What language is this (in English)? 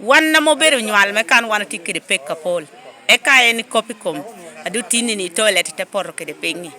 Lango (Uganda)